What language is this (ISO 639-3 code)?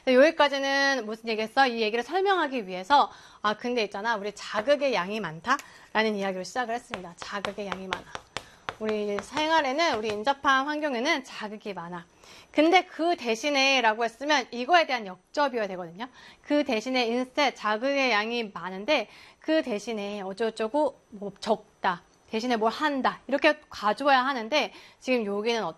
kor